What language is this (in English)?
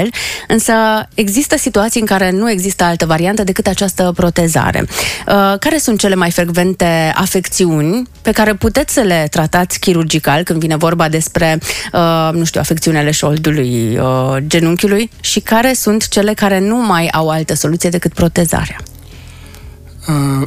Romanian